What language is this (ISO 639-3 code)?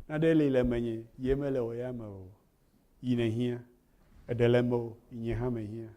ewe